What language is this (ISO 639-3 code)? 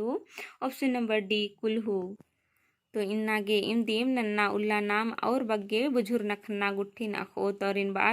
kru